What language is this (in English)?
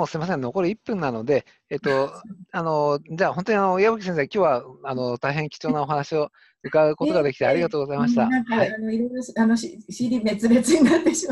Japanese